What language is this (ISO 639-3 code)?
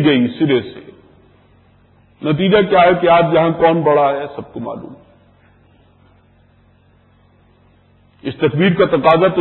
urd